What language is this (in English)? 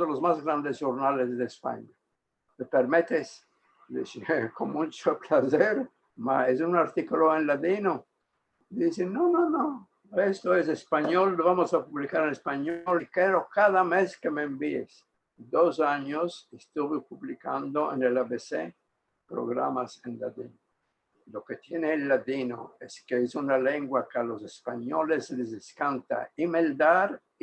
Ladino